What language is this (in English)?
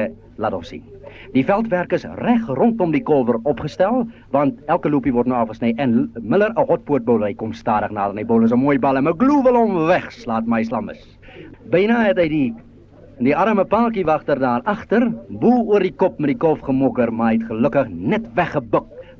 Afrikaans